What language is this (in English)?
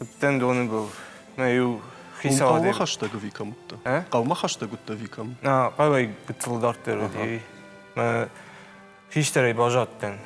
Ossetic